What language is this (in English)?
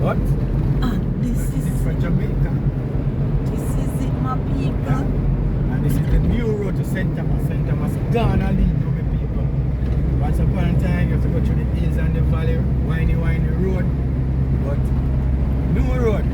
Jamaican Creole English